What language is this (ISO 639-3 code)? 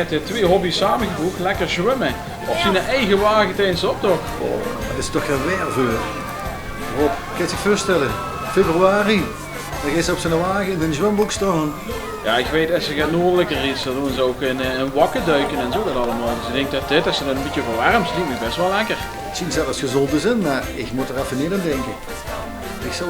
lim